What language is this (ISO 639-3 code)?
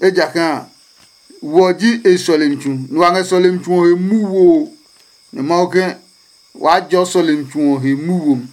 ada